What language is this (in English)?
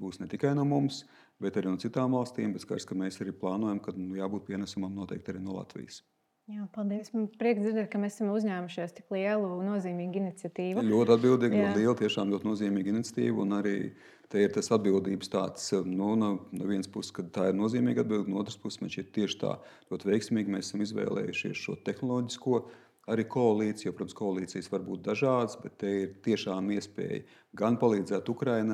Latvian